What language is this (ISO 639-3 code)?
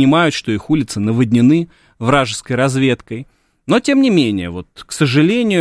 rus